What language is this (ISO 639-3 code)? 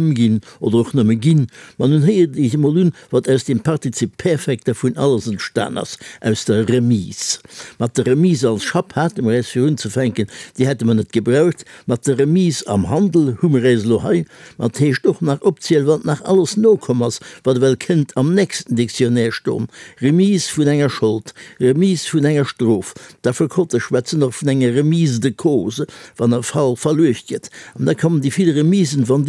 ltz